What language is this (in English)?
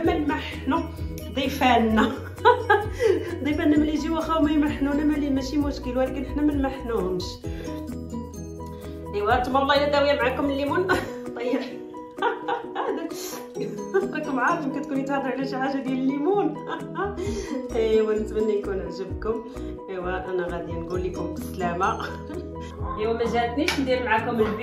Moroccan Arabic